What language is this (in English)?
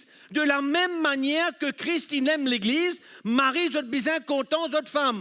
Morisyen